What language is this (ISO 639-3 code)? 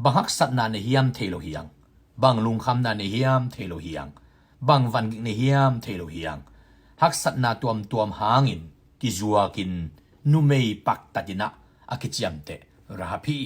ctd